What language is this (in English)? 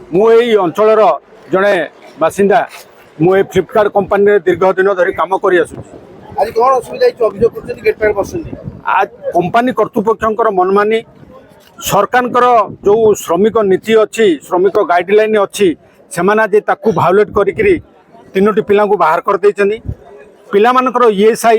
Odia